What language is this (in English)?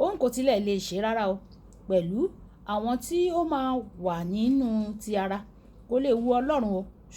Yoruba